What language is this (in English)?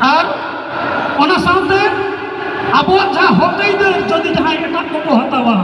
Santali